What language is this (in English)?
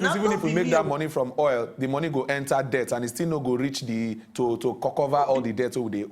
Nigerian Pidgin